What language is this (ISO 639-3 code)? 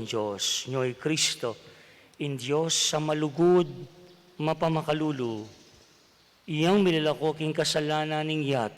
pam